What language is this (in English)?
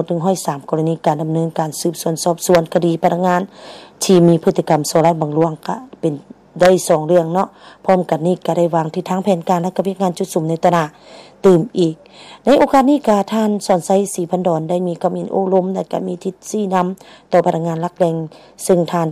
Lao